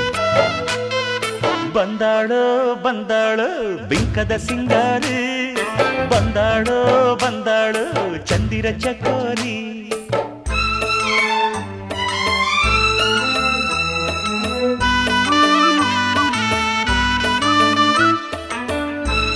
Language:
Kannada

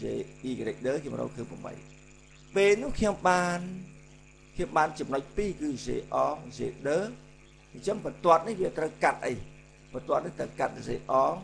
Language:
Khmer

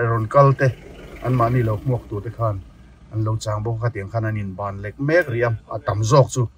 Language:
Mizo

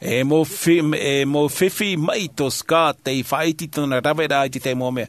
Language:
Tahitian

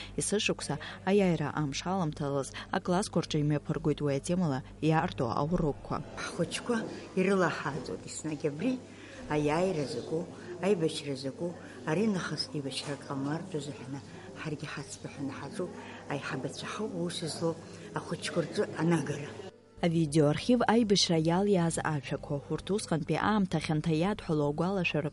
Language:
Abkhazian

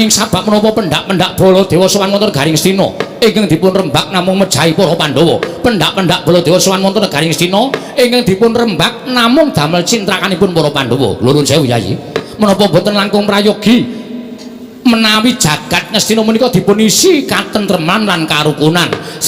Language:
Javanese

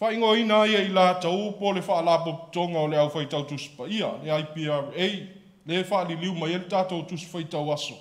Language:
Samoan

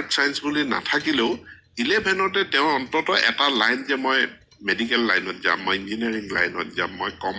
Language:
Assamese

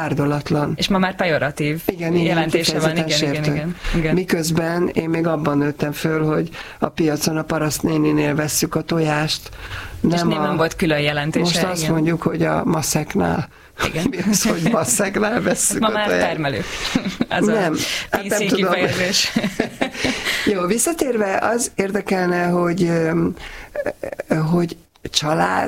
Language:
Hungarian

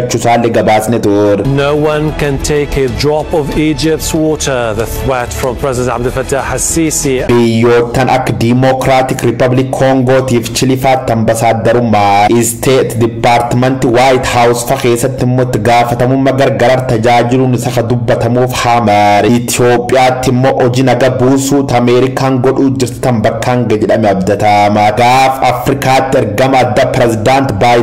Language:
Oromo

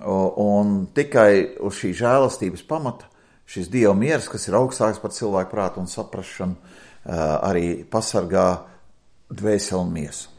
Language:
Latvian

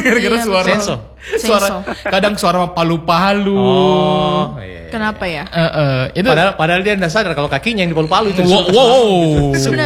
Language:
Indonesian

